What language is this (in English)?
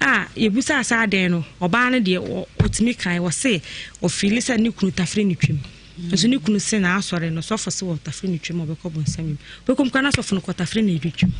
Akan